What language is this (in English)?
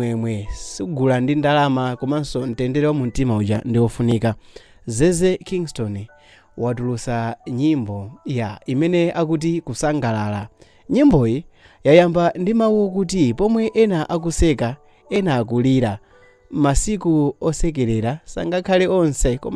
Nyanja